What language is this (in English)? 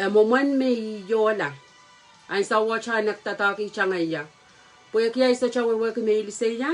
Pohnpeian